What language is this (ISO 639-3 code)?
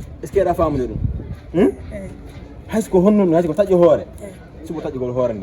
ful